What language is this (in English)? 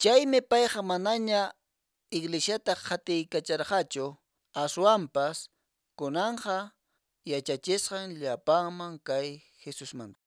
Quechua